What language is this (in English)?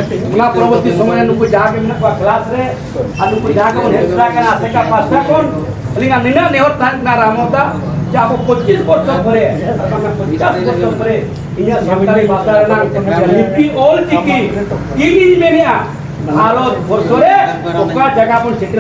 Santali